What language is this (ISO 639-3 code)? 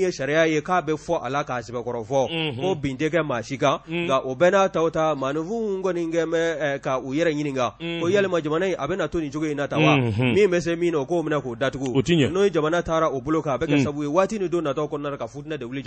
bam